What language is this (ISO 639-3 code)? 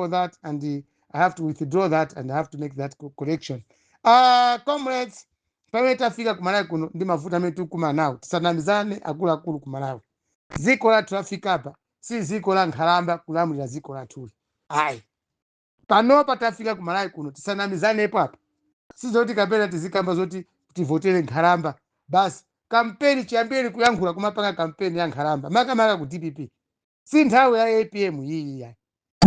nya